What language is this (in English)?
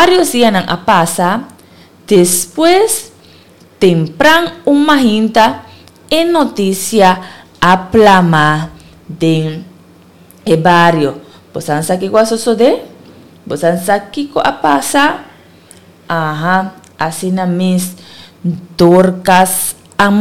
Papiamento